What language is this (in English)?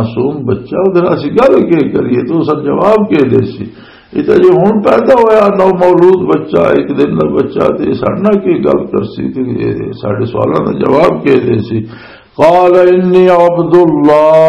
Western Panjabi